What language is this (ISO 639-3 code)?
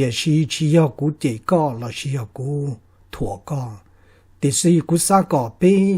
hmn